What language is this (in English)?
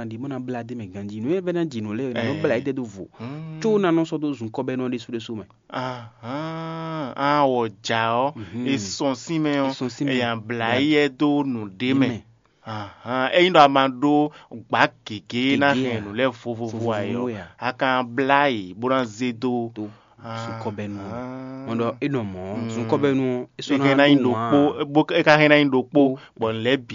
Fon